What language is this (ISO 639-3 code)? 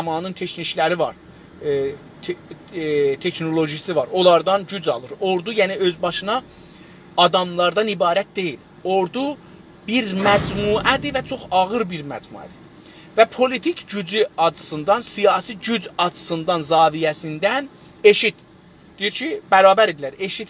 azb